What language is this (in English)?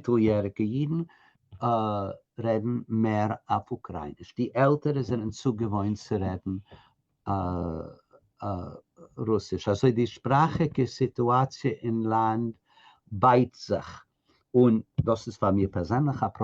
Yiddish